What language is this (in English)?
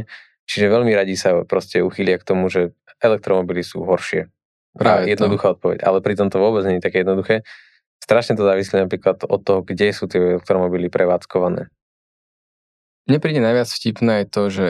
Slovak